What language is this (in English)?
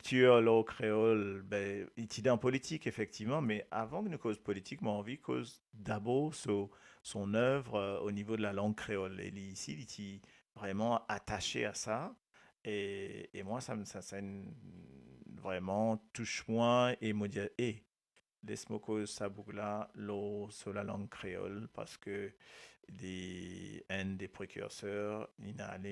Morisyen